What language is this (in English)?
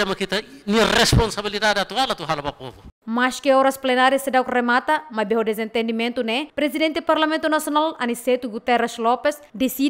Tetum